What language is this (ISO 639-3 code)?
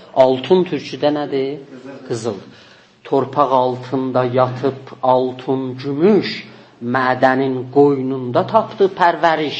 azb